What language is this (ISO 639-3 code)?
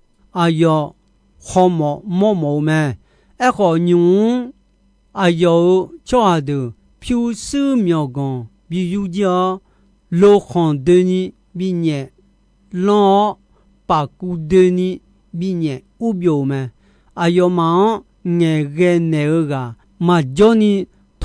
ahk